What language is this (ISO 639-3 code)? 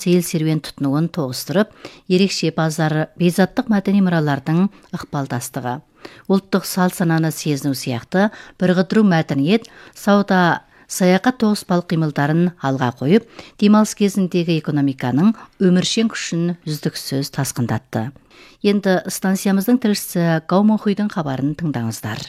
kaz